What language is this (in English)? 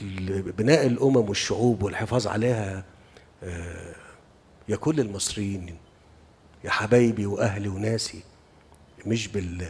Egyptian Arabic